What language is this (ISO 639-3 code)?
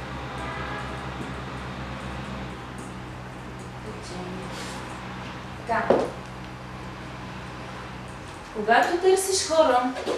bul